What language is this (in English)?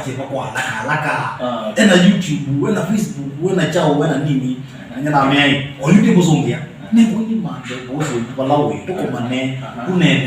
Kamba